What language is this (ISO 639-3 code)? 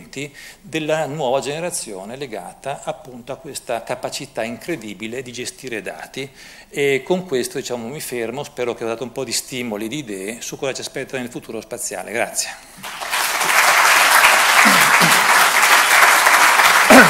ita